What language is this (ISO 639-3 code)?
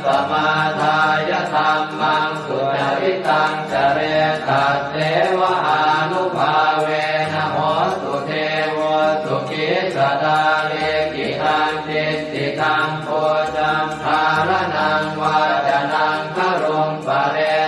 pli